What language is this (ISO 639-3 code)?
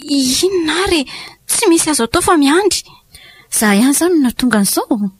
mlg